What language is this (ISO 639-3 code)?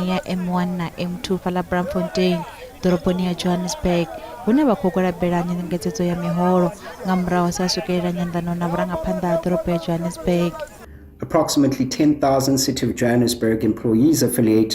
ven